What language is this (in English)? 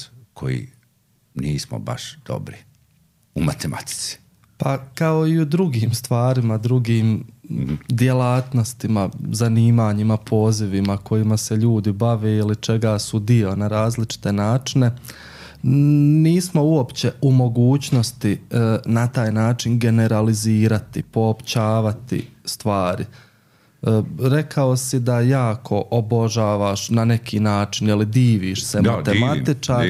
Croatian